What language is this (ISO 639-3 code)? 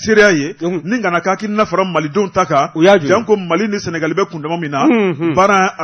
bam